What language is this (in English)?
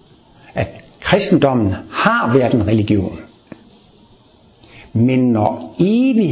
Danish